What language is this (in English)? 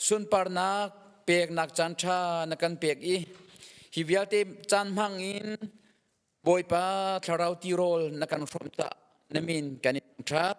Hakha Chin